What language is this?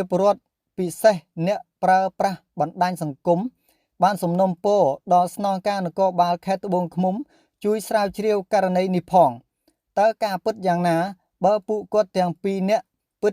Khmer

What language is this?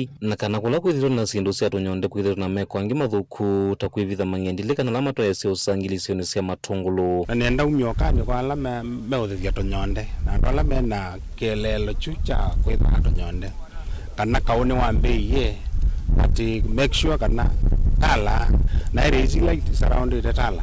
Kamba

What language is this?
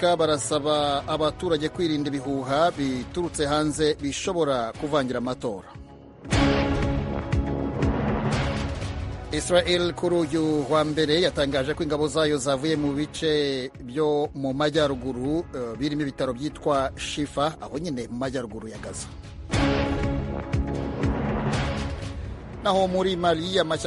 Kinyarwanda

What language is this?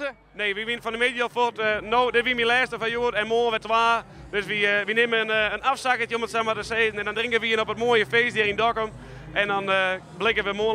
Western Frisian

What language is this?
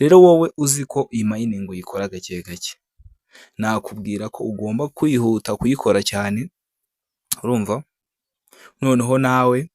Kinyarwanda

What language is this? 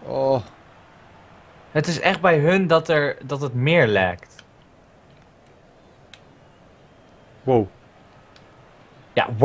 Dutch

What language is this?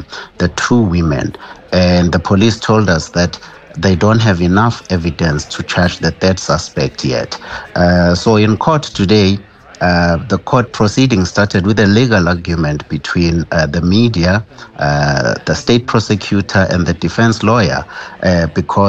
English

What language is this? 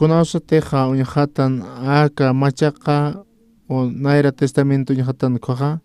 Aymara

